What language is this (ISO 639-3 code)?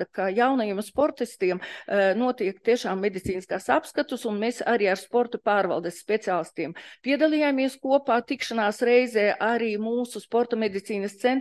lav